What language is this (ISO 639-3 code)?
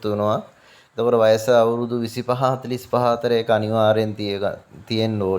sin